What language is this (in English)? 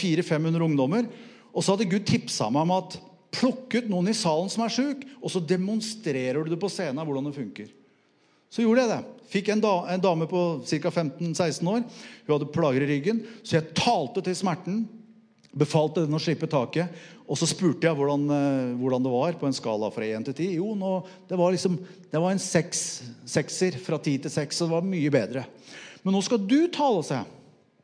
Norwegian